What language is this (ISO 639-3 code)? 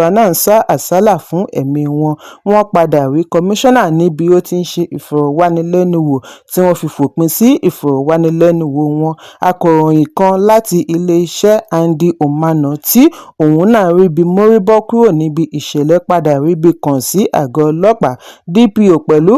yor